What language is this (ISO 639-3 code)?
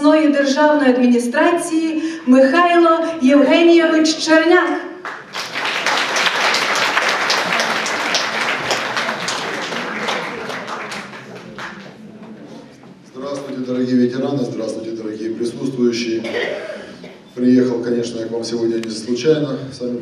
rus